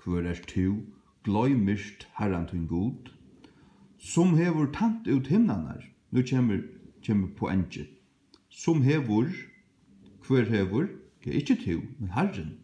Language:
Faroese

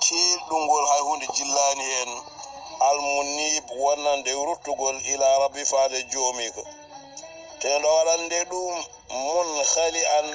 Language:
Fula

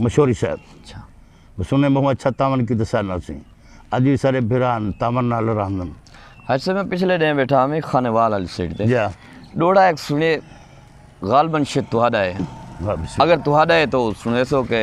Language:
Saraiki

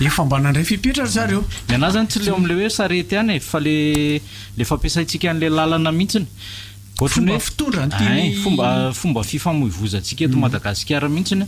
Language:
Malagasy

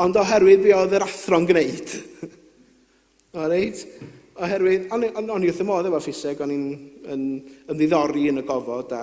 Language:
Welsh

